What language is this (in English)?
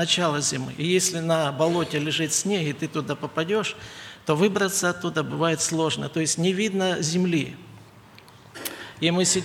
Russian